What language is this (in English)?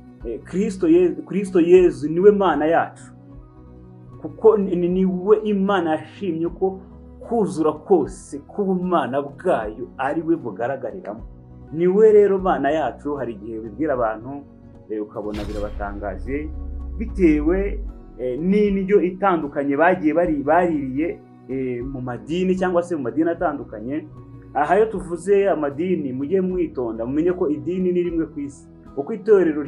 Kinyarwanda